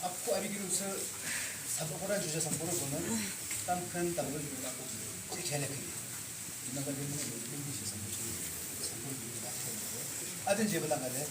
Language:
Yimchungru Naga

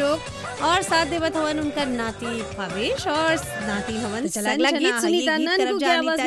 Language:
Bhojpuri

